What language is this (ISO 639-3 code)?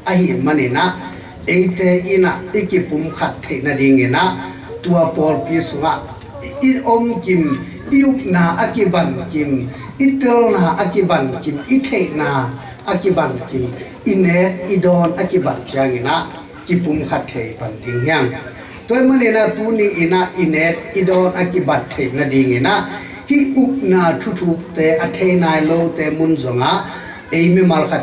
ctd